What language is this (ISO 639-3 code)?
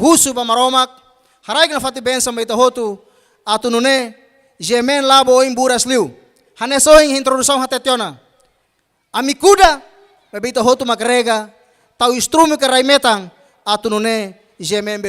tet